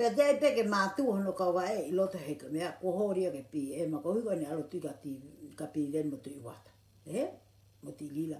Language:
Tongan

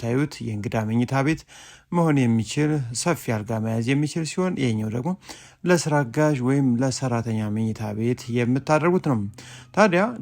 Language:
Amharic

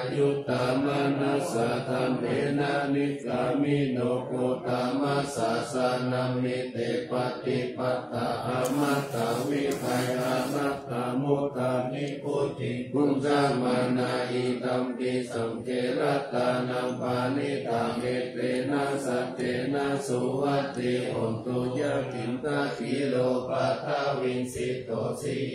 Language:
Pali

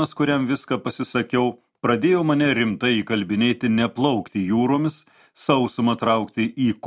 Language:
Lithuanian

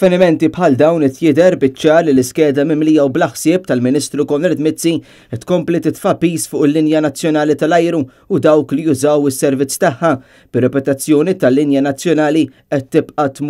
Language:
Maltese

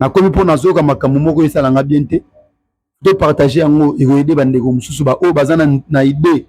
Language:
Lingala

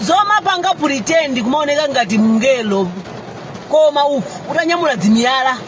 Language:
Nyanja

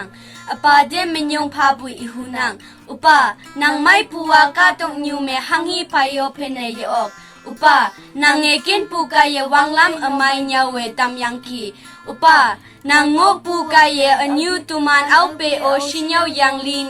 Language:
Konyak Naga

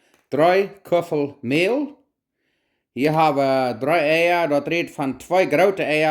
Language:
Plautdietsch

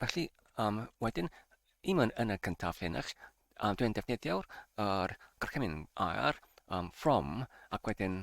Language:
Welsh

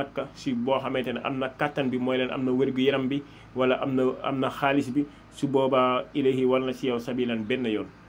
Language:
Wolof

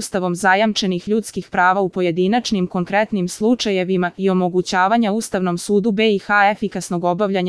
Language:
Serbian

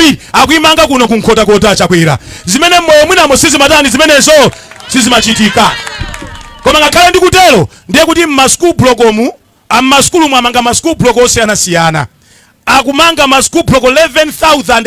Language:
Nyanja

